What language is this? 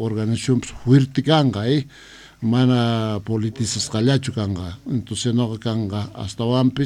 Quechua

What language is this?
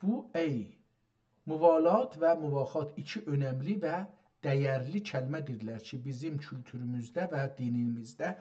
South Azerbaijani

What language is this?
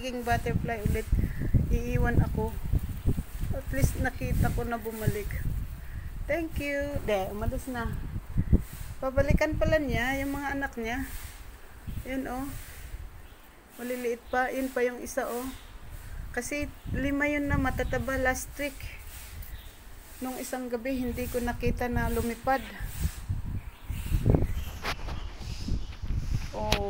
Filipino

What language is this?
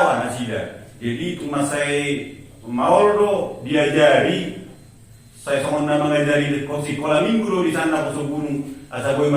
Batak Toba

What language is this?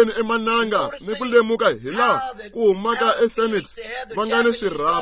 Tsonga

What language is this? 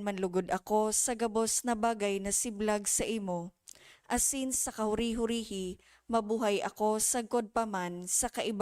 Bikol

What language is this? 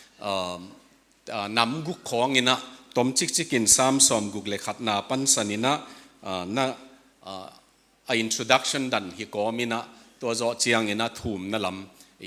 Tedim Chin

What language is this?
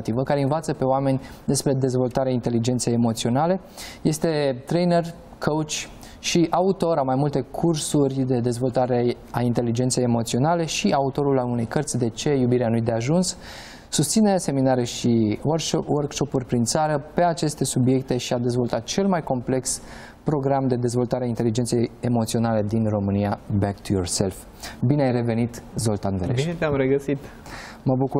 Romanian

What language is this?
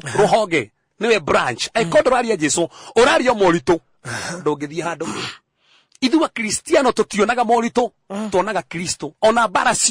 Kikuyu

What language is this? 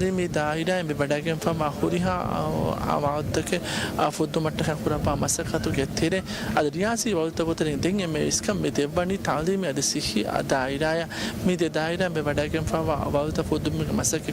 Divehi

